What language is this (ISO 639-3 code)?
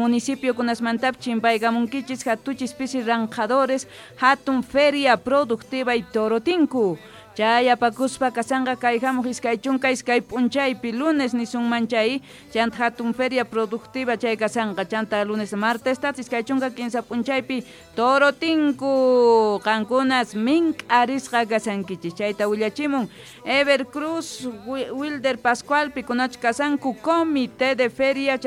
quh